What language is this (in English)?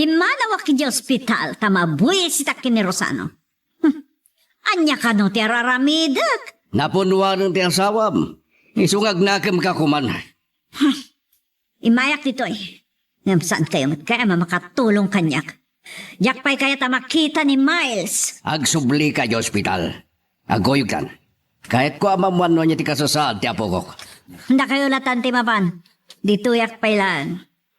Iloko